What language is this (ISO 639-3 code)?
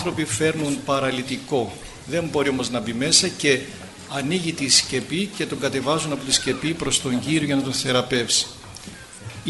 ell